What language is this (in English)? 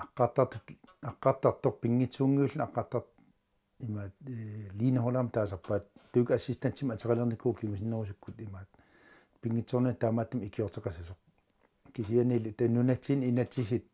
Kalaallisut